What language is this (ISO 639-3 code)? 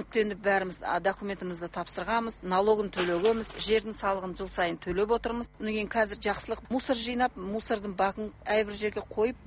kaz